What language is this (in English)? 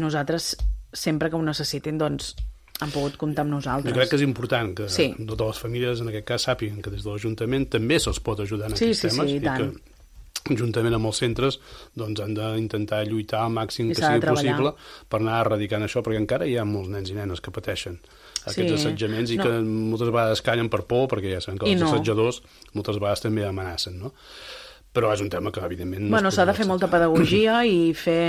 Catalan